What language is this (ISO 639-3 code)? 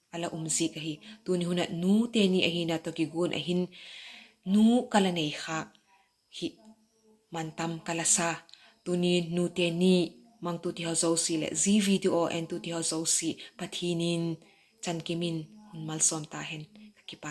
vap